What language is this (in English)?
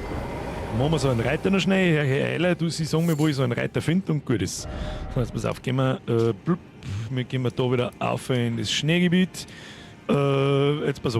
Bavarian